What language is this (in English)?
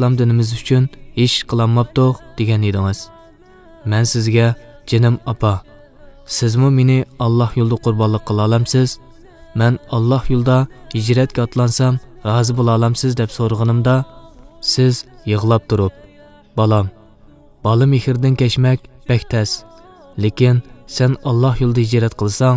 Uyghur